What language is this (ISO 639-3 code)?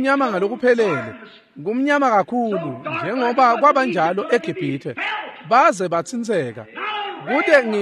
ssw